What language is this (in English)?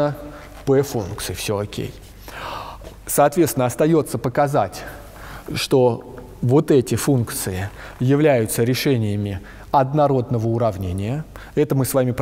Russian